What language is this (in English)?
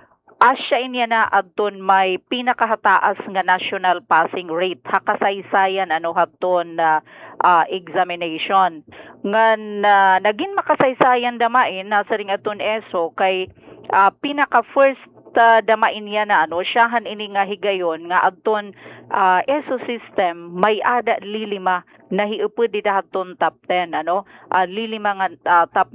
Waray